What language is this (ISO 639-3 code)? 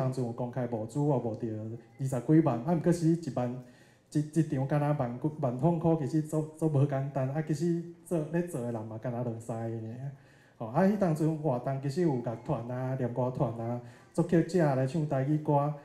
nan